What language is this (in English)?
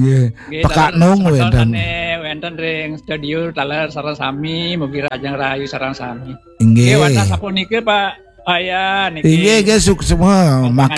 Balinese